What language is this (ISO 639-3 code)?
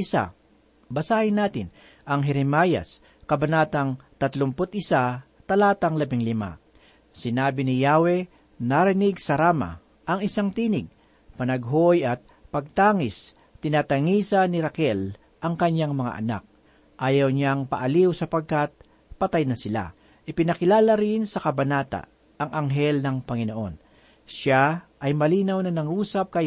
fil